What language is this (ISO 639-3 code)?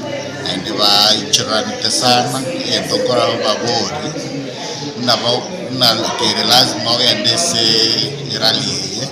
guz